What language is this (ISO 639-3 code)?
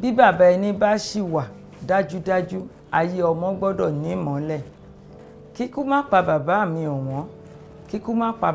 yor